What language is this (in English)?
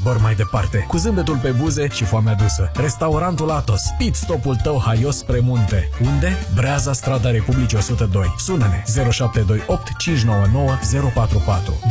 Romanian